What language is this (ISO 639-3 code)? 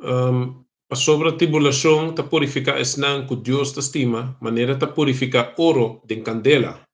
pap